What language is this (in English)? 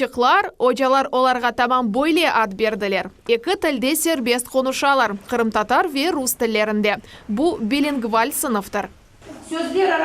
Crimean Tatar